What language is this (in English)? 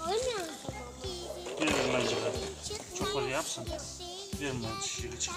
Crimean Tatar